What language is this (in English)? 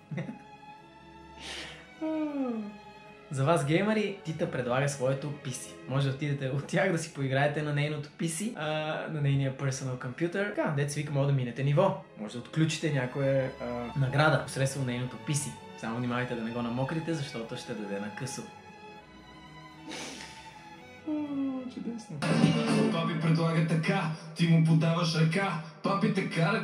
Bulgarian